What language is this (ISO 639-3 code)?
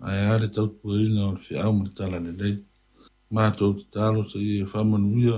smo